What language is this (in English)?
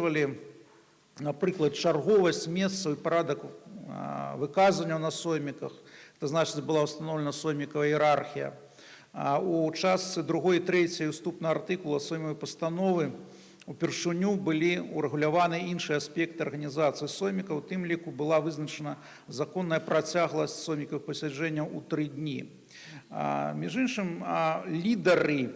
Belarusian